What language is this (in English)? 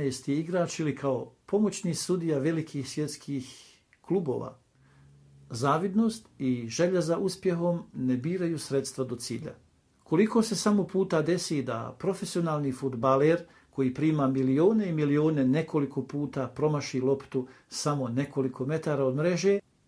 Bosnian